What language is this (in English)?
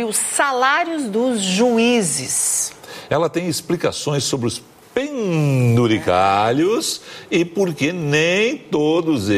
Portuguese